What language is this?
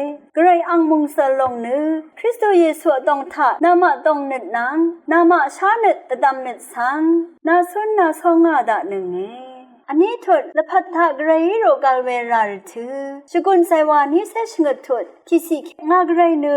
Rawang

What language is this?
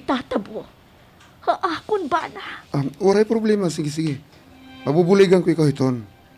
Waray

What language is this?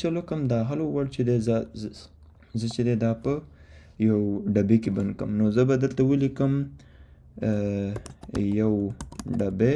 Pashto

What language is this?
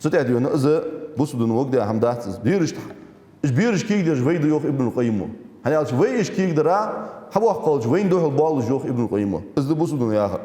Ingush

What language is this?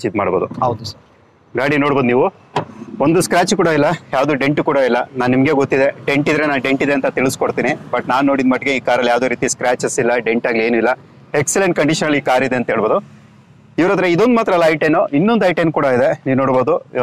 Kannada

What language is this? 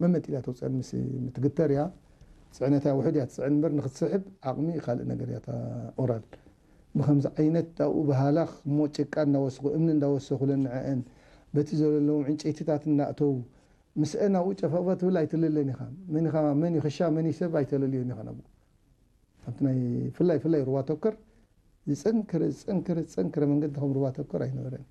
Tigrinya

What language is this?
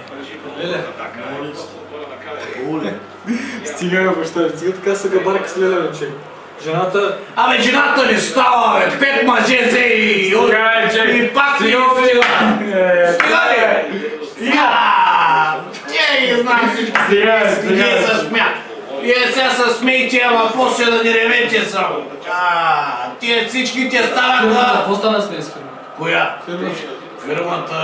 Bulgarian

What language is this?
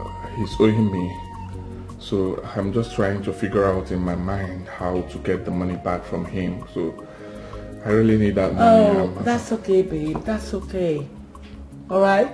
Nigerian Pidgin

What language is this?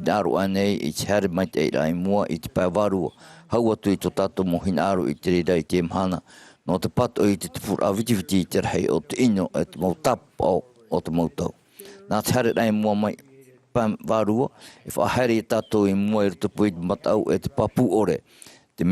Tahitian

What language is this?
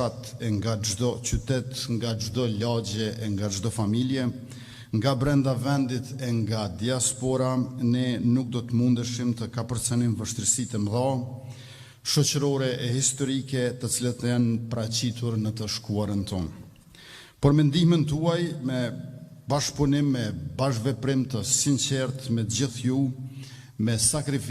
Albanian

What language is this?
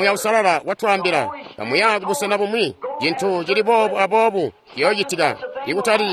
Tonga (Zambia)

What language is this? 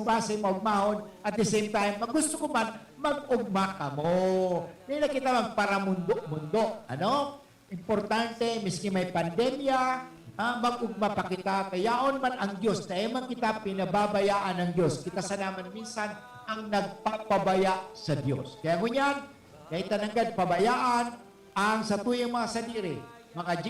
Bikol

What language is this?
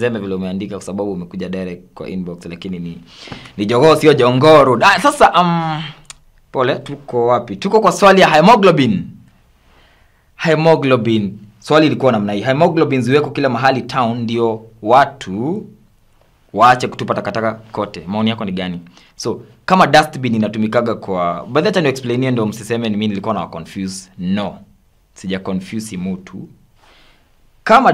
Swahili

